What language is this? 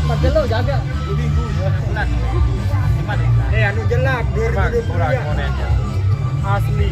Sasak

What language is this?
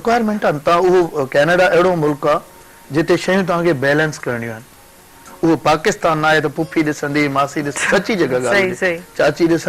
Sindhi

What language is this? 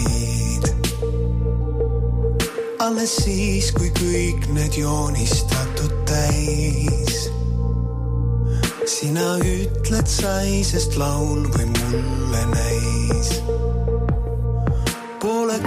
Estonian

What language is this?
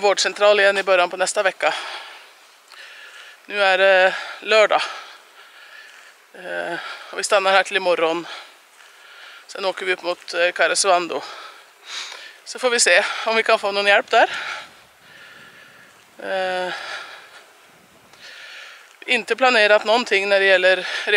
Swedish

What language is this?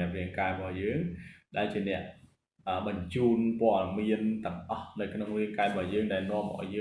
Khmer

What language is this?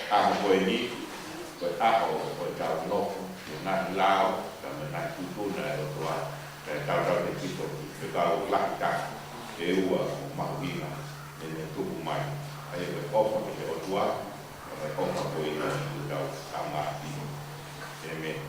Tongan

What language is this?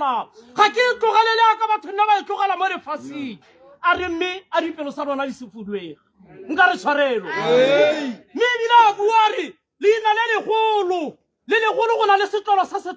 Tswana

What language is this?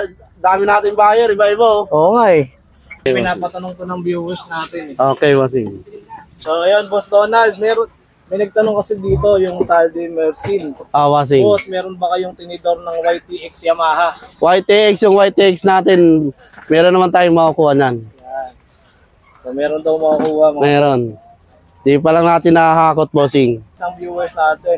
Filipino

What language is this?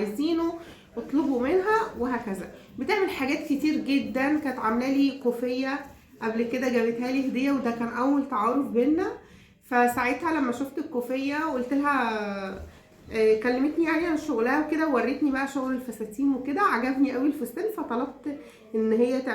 Egyptian Arabic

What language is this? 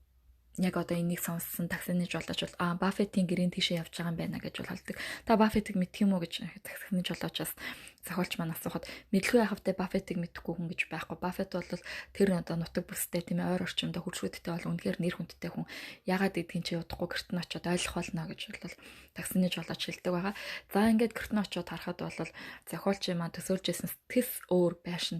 Mongolian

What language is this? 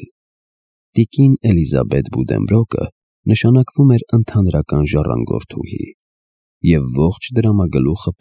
Armenian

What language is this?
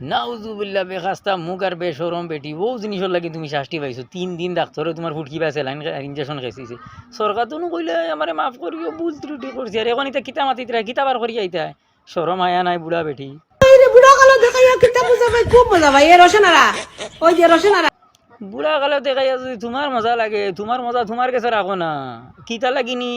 Sylheti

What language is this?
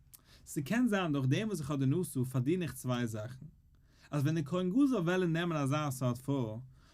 Yiddish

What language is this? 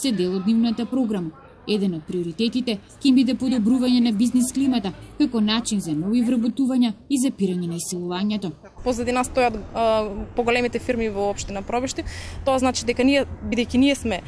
Macedonian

